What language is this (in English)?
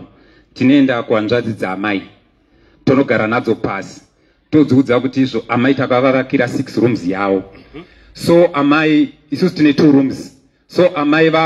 Shona